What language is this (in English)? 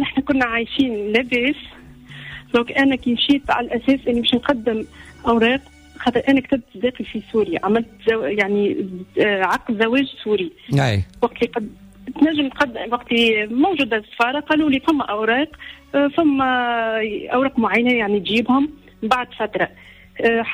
Tunisian Arabic